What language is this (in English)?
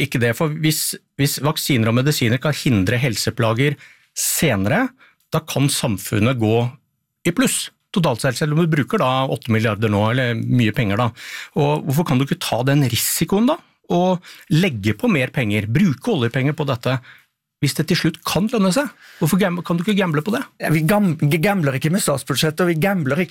Norwegian